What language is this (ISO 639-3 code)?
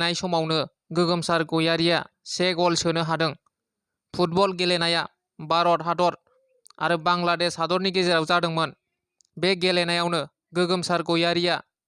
brx